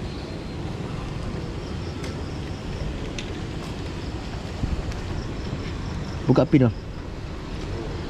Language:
Malay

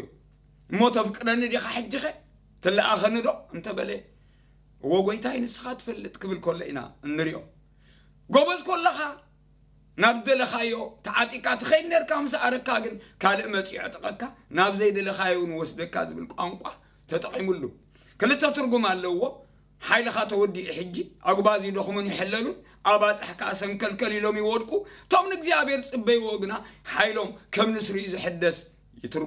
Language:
Tigrinya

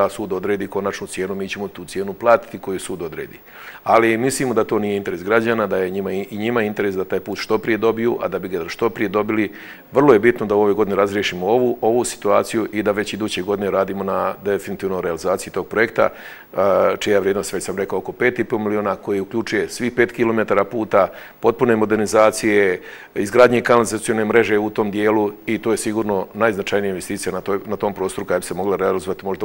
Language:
Bosnian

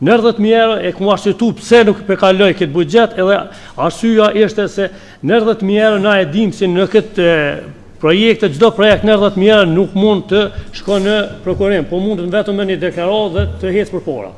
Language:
Albanian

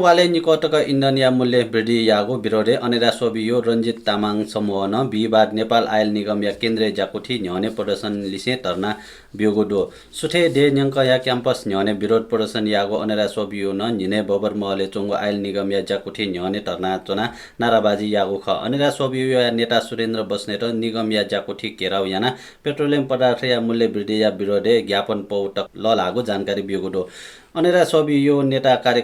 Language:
Newari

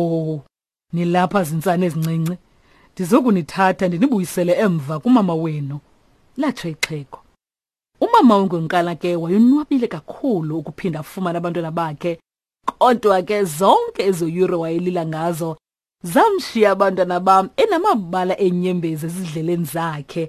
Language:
Xhosa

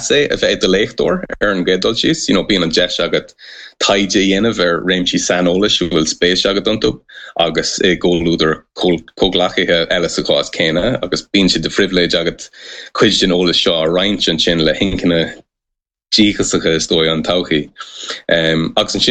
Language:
Irish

